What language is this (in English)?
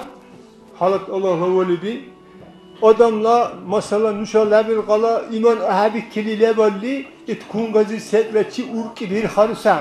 Dargwa